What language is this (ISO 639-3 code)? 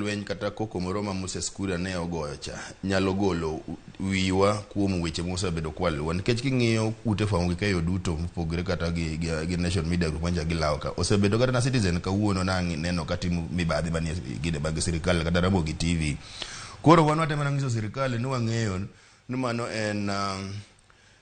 luo